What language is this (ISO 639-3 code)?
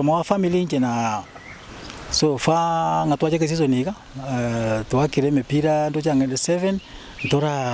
guz